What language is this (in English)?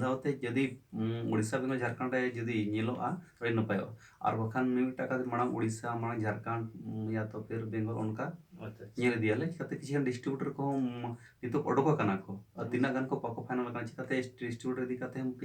Santali